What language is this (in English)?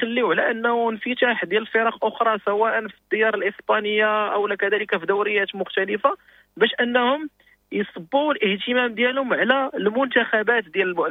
Moroccan Arabic